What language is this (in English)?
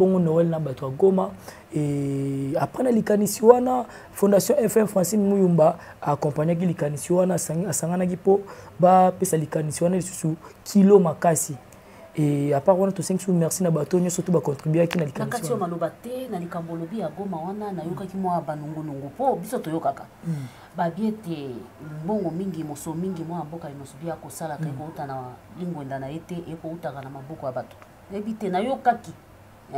Lingala